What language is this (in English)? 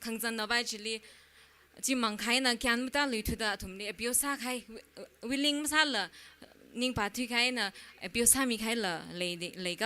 Tangkhul Naga (India)